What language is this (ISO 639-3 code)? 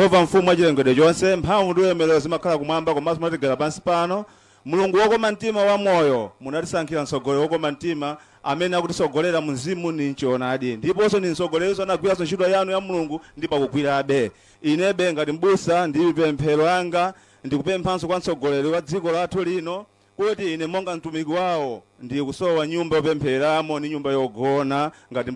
nya